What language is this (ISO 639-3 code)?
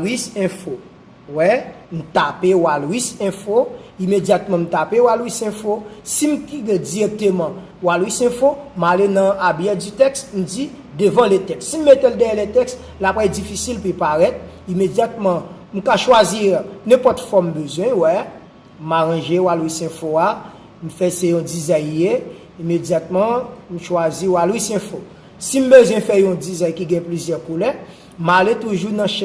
hat